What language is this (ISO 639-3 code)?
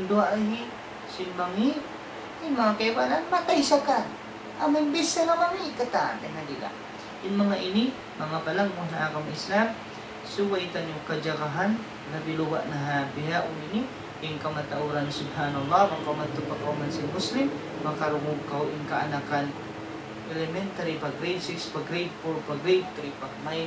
tsg